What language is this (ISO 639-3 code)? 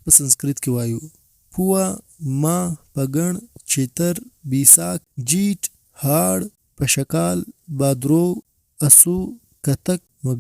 pus